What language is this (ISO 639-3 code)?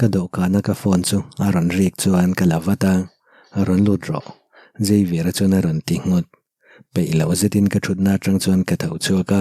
lus